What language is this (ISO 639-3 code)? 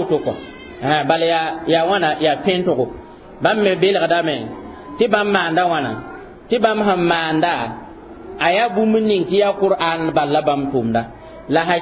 mos